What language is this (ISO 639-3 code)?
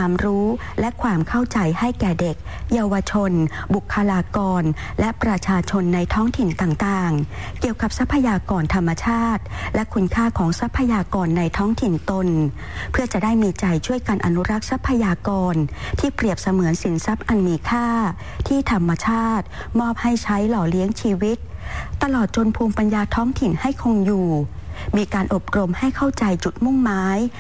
tha